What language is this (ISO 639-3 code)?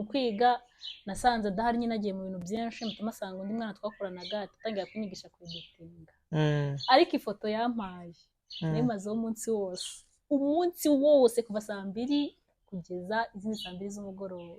kin